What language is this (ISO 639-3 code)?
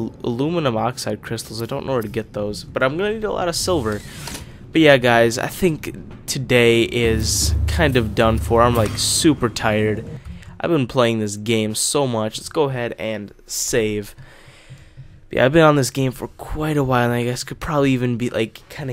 eng